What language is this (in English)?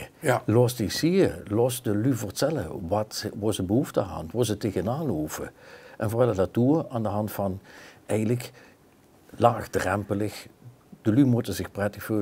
Limburgish